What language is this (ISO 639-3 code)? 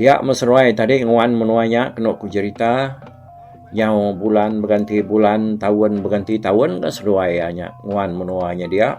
iba